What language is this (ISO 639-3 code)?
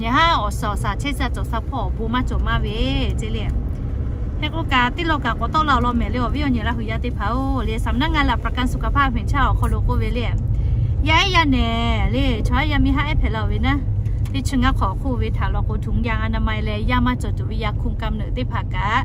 lhu